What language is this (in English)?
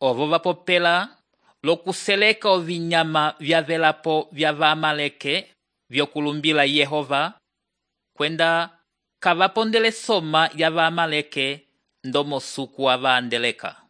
Umbundu